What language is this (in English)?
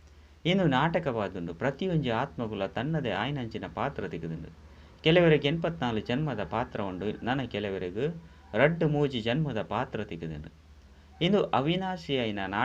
Tulu